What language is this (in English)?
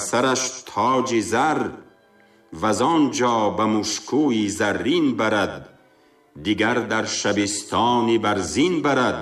Tajik